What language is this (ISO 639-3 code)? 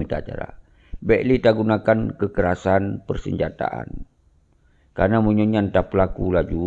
ace